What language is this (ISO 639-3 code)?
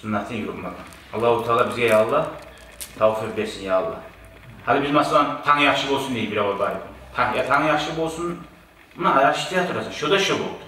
kum